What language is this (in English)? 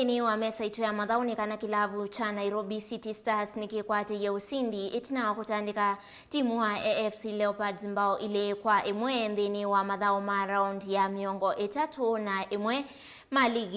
Kamba